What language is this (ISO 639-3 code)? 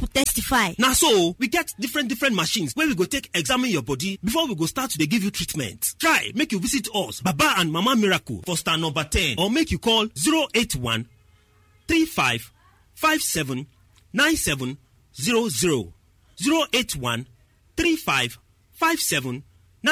pcm